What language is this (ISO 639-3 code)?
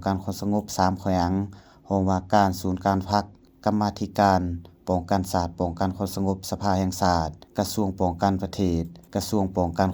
lao